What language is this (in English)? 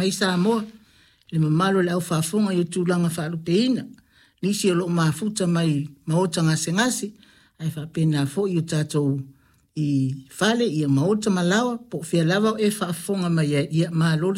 Samoan